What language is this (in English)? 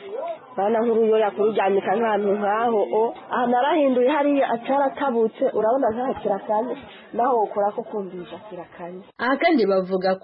Kinyarwanda